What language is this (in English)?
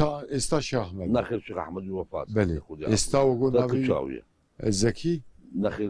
Kurdish